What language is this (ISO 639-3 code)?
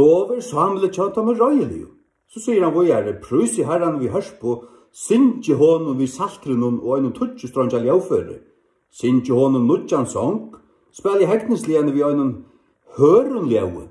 fao